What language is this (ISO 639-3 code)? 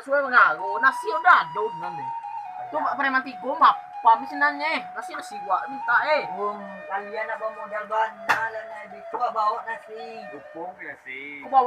min